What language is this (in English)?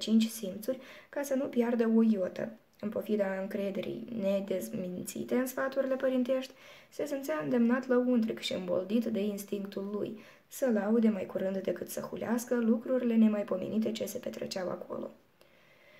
Romanian